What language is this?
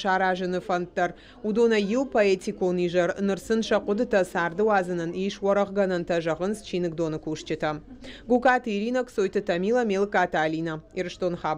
Ossetic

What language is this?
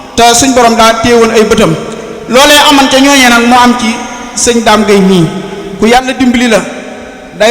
Wolof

